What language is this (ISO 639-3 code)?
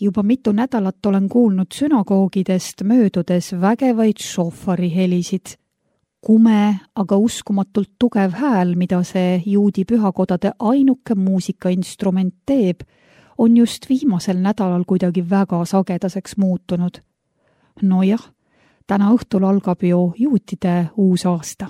est